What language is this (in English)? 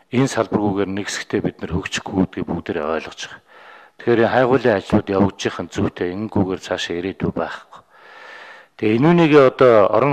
Mongolian